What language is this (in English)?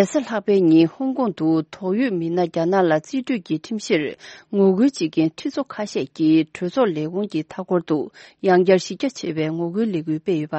Tibetan